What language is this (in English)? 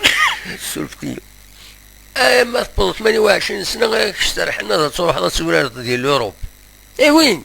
Kabyle